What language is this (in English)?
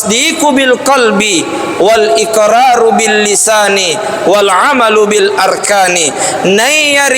Buginese